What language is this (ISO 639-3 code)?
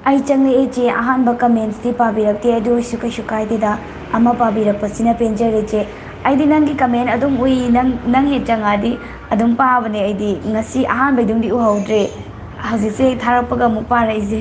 mni